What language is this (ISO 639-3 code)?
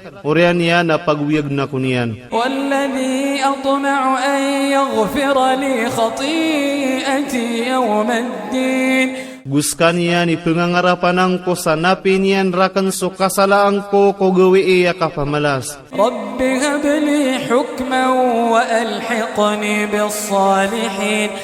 ilp